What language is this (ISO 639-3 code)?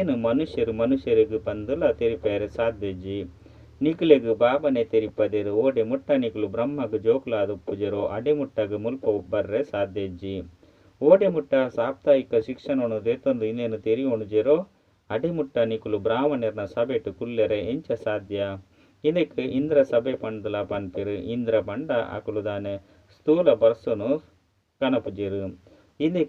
tcy